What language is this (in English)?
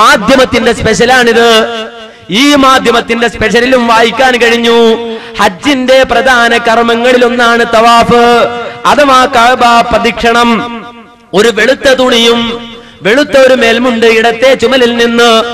Malayalam